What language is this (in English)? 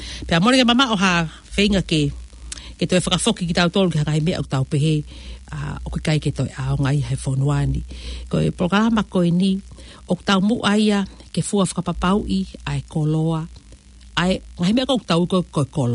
Tongan